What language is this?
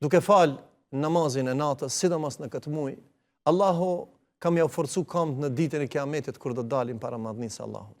Albanian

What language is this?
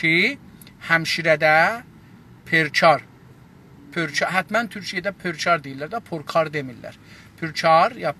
South Azerbaijani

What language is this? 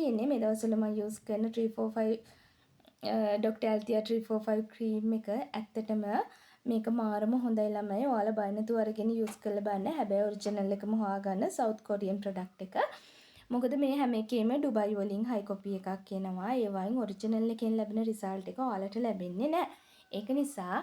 Sinhala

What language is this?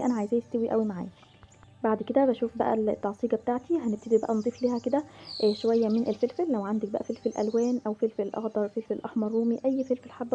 Egyptian Arabic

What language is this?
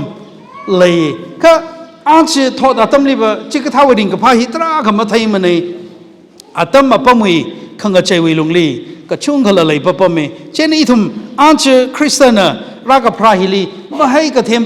Tangkhul Naga (India)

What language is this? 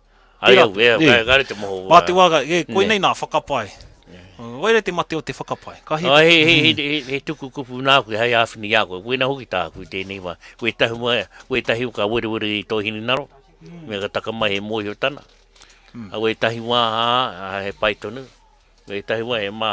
Māori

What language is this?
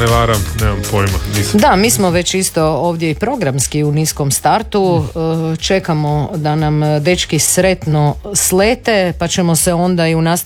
Croatian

